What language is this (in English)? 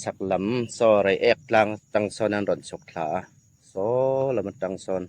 Hmar